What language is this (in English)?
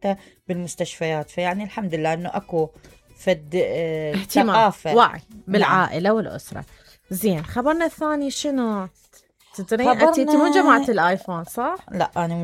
Mesopotamian Arabic